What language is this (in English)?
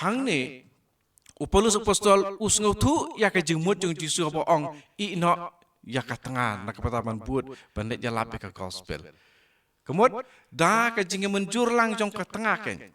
Khasi